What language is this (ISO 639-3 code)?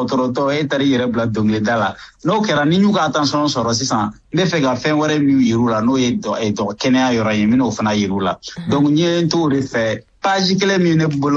bam